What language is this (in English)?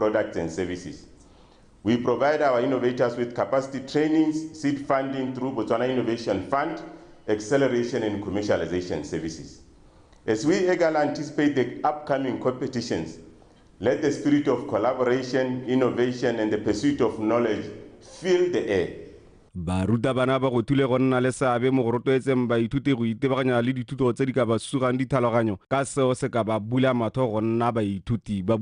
Tswana